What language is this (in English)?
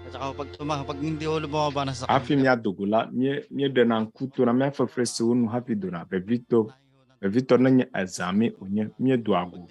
Ewe